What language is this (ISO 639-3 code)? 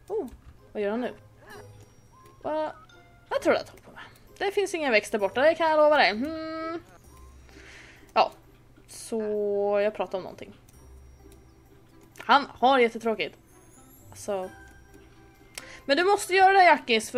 swe